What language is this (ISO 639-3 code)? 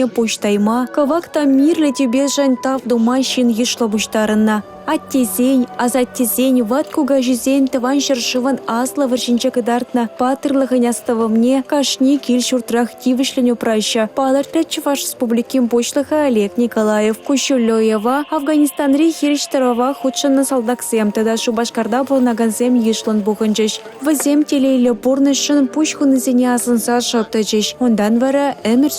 chv